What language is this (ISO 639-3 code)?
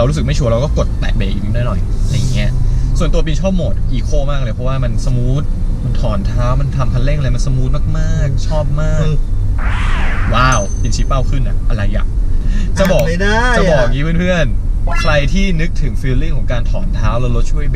tha